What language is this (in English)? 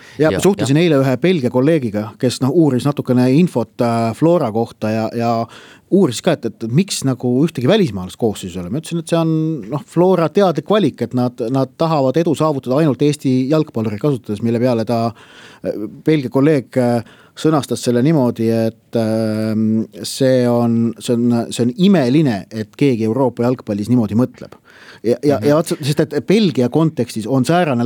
Estonian